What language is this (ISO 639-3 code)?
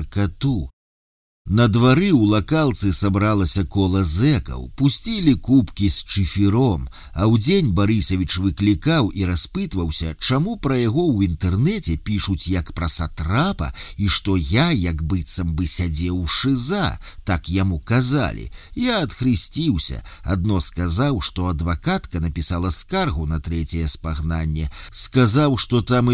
bel